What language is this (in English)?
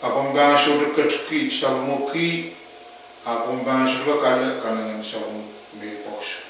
Pohnpeian